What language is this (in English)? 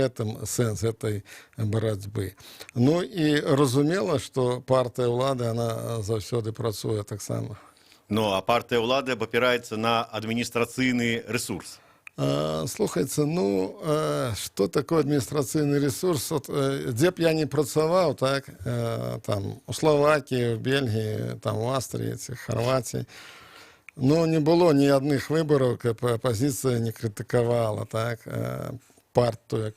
Belarusian